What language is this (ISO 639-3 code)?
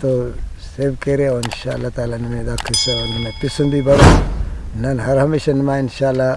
brh